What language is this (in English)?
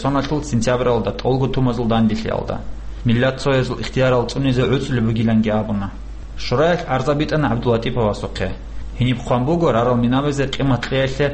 Avaric